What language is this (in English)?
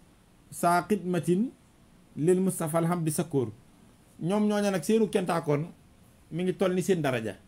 Wolof